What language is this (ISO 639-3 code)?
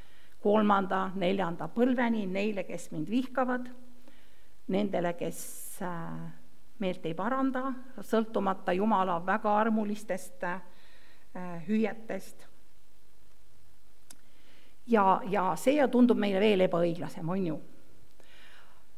est